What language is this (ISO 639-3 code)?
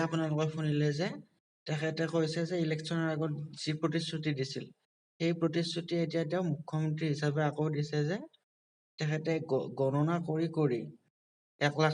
asm